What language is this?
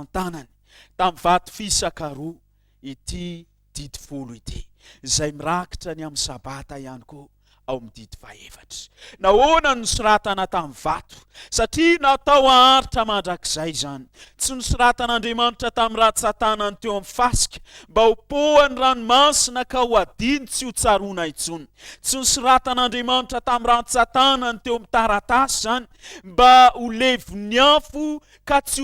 Malagasy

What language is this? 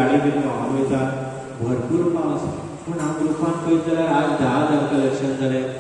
Konkani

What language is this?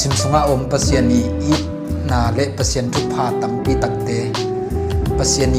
Tedim Chin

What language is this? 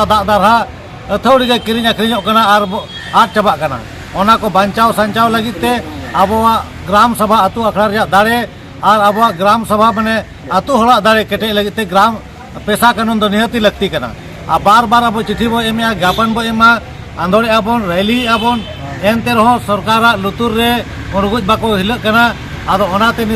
Santali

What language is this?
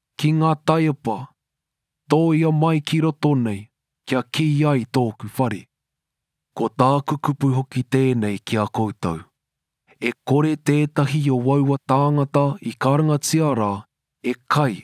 Māori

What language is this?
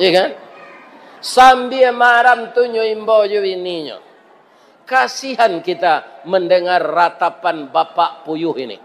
Minangkabau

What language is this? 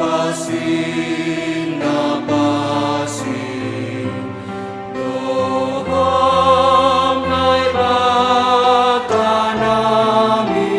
Batak Simalungun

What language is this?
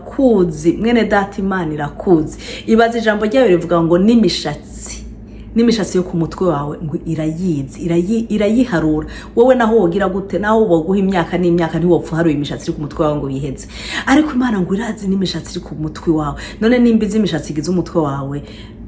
Rundi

